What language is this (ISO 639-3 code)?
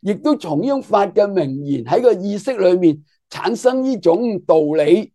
yue